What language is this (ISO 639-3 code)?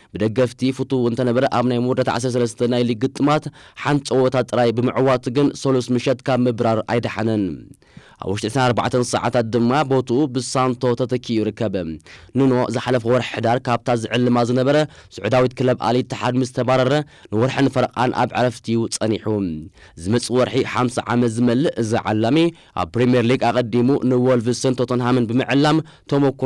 tir